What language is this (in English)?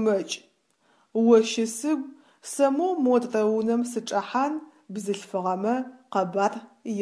Adyghe